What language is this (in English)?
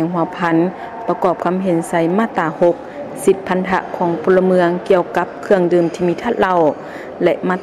Lao